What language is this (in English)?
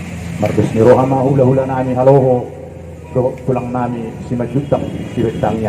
Batak Toba